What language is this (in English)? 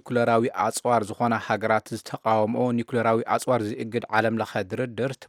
Tigrinya